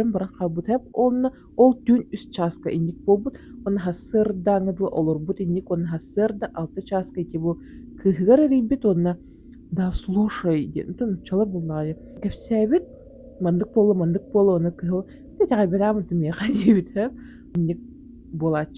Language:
Yakut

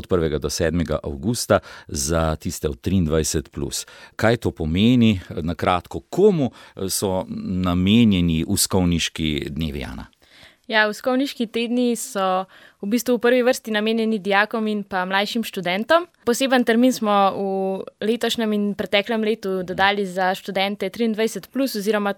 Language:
Slovenian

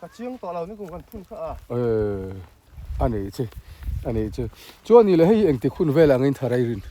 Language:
Mizo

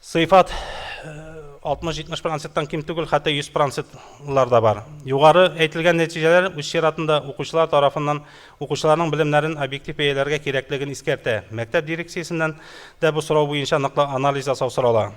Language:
Tatar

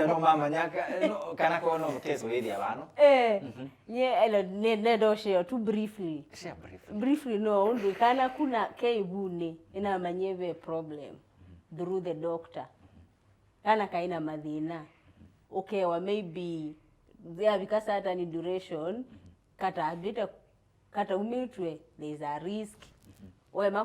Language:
Kamba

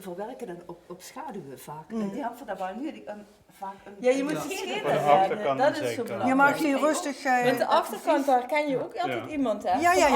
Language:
Limburgish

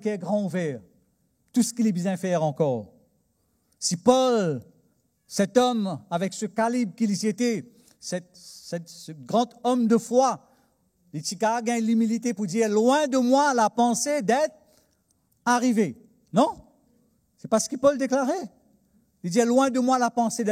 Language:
Morisyen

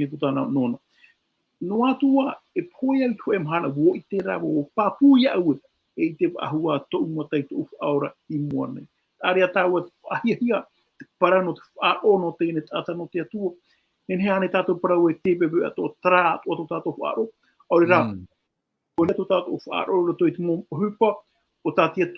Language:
Tahitian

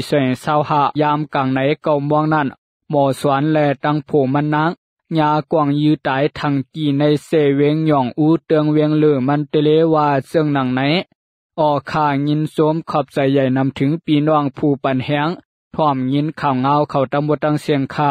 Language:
Shan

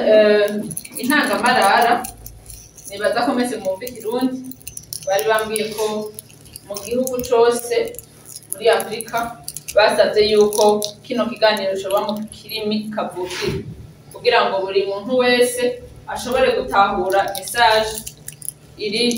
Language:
Rundi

